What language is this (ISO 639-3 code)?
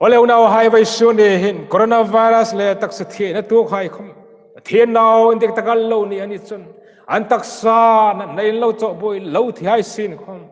hmr